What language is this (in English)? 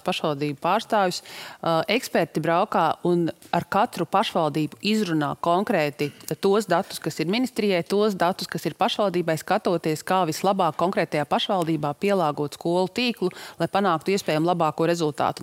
Latvian